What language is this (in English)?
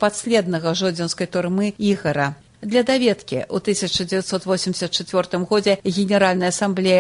Belarusian